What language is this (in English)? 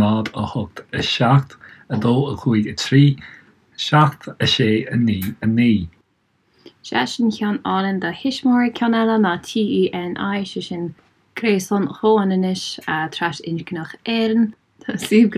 Irish